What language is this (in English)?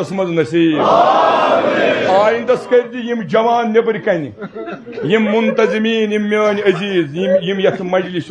Kashmiri